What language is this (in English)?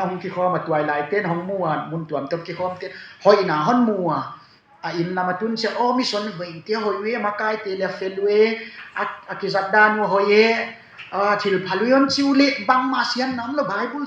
Tedim Chin